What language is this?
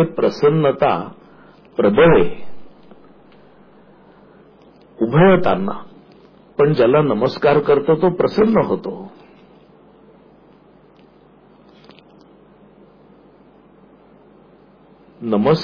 Marathi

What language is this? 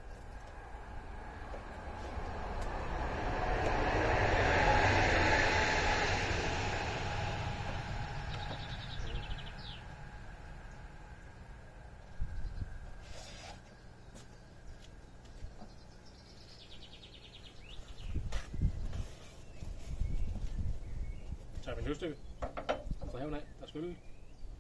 Danish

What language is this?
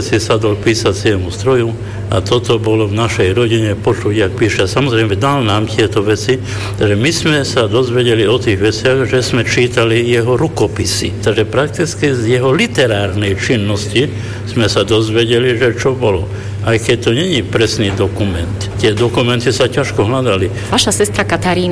Slovak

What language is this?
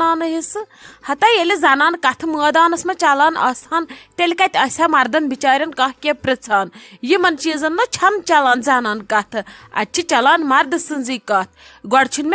Kashmiri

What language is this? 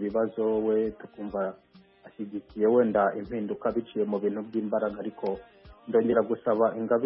Kinyarwanda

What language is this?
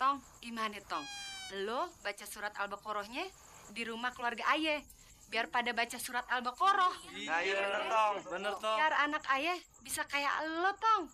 Betawi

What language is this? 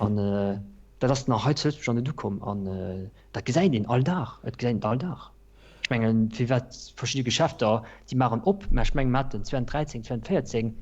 Luxembourgish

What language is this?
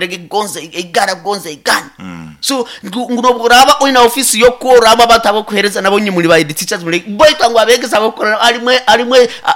Nyoro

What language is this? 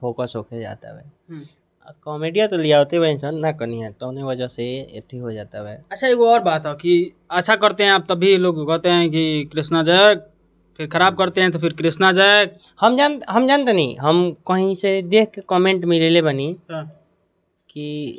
Bhojpuri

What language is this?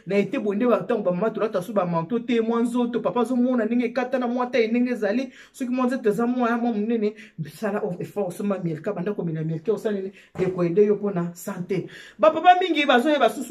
Lingala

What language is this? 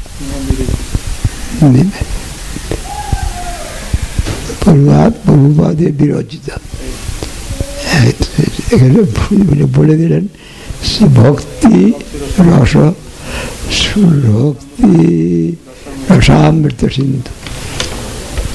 Bangla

